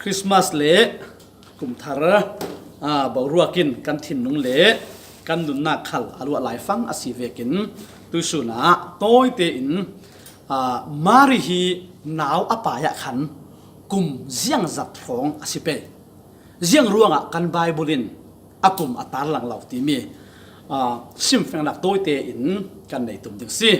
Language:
Falam Chin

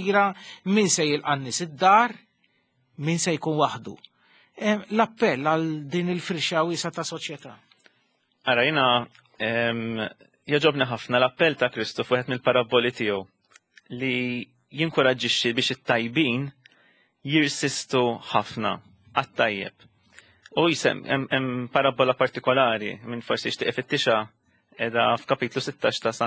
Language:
Maltese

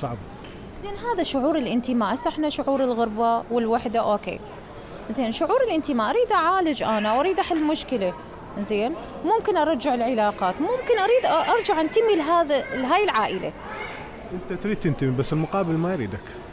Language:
Mesopotamian Arabic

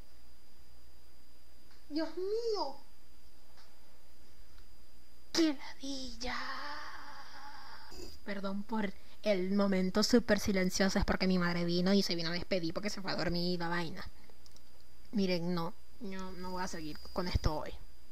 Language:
Spanish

